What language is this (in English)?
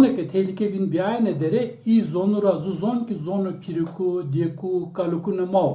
Zaza